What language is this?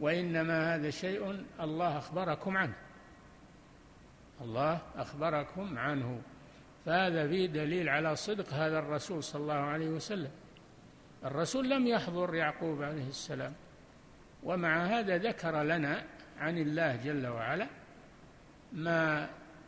Arabic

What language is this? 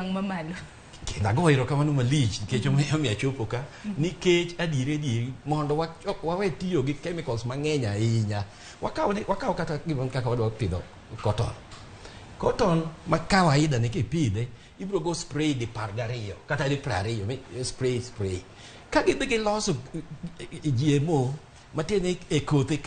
Luo (Kenya and Tanzania)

